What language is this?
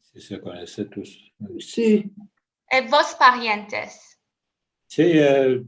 Ladino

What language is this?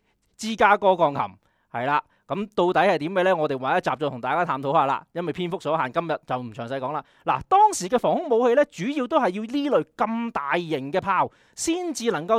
Cantonese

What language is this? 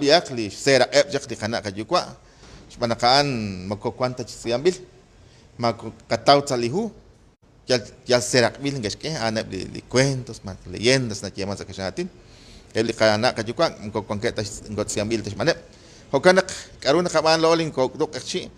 Kekchí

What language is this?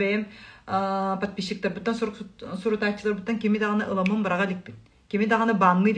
Yakut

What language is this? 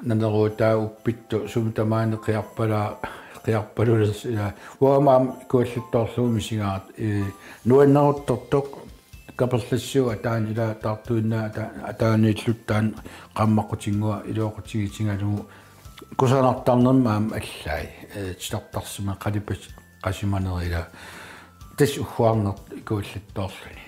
Kalaallisut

